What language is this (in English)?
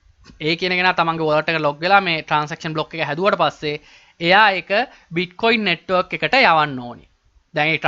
Sinhala